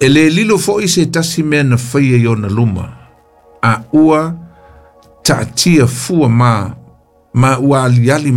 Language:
Samoan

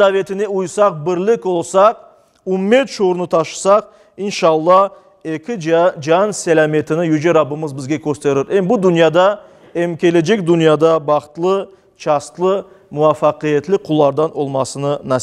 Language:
Crimean Tatar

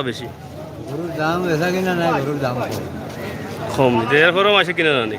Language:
Sylheti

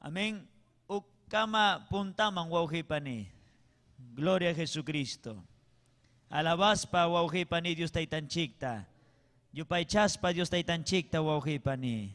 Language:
Ayacucho Quechua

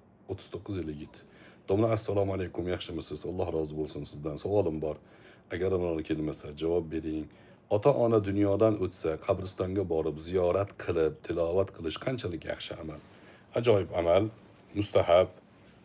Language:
Uzbek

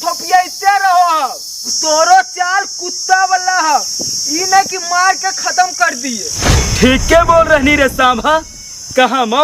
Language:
Magahi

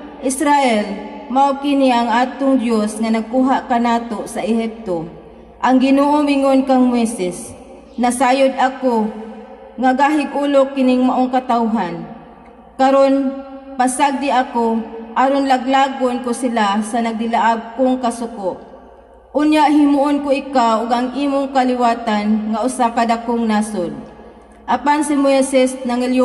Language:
Cebuano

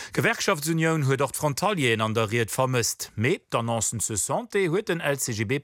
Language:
Luxembourgish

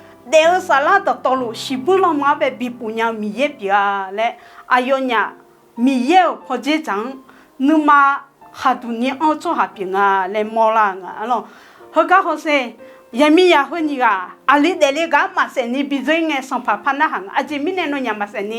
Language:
Akha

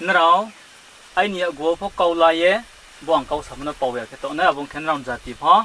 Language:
Riang (India)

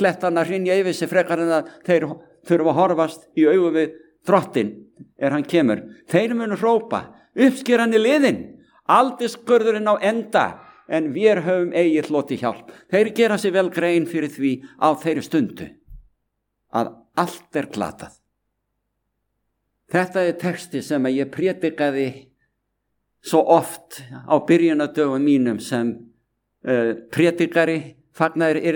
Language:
Icelandic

